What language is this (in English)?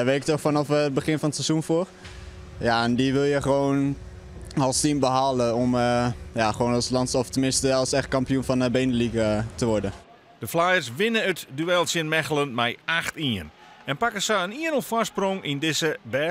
Western Frisian